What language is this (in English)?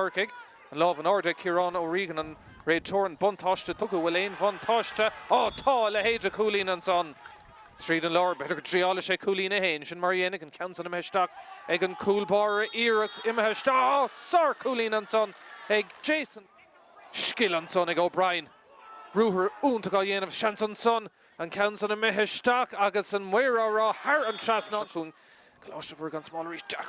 Irish